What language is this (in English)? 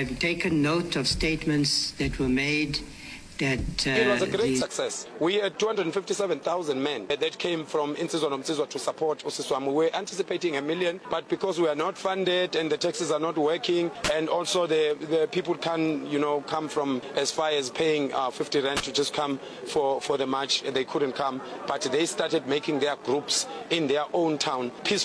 Northern Sotho